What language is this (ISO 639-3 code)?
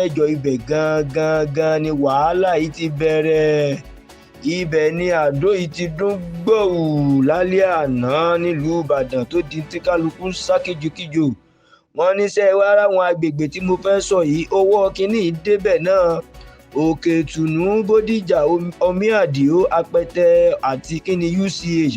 yor